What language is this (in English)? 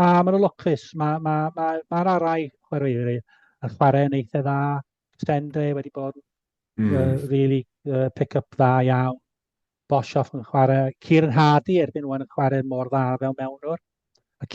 Welsh